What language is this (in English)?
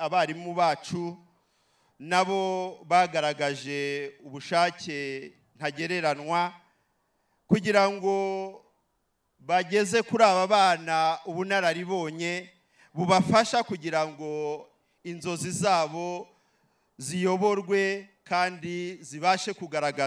Kinyarwanda